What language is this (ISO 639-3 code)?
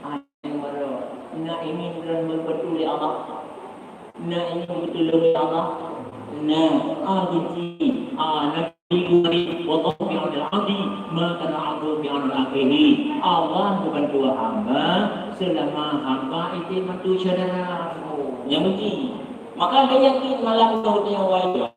ace